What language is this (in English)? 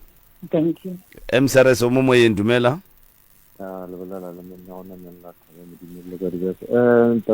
Northern Sotho